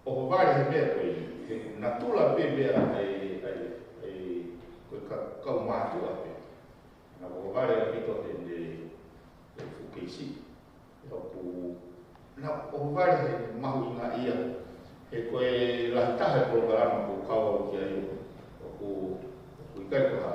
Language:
Tongan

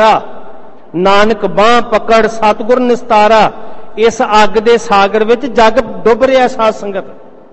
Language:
Punjabi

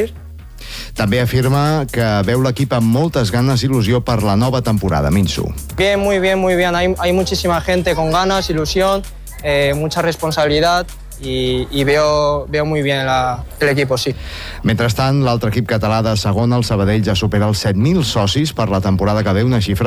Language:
Catalan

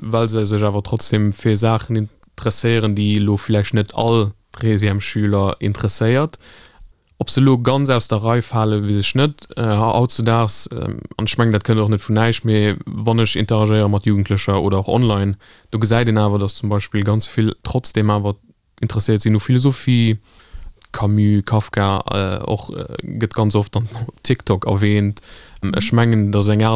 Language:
Luxembourgish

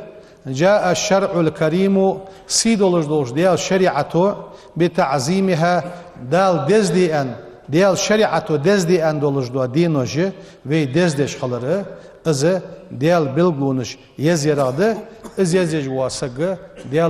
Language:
Ingush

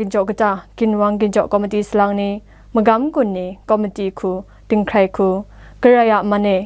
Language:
Kachin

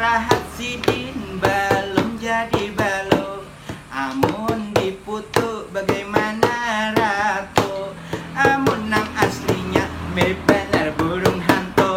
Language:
Banjar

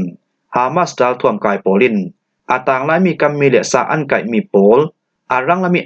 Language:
Falam Chin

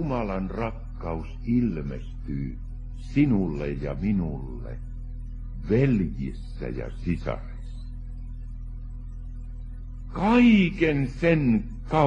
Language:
Finnish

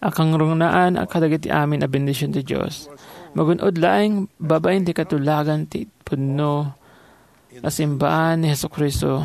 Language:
Iloko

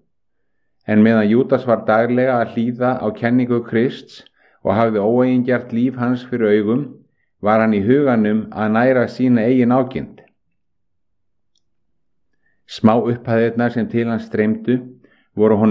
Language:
Icelandic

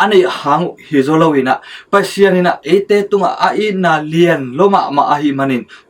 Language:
Tedim Chin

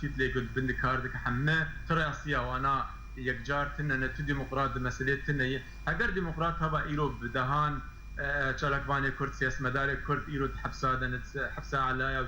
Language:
Kurdish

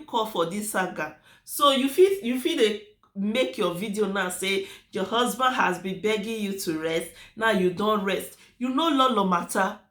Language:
Nigerian Pidgin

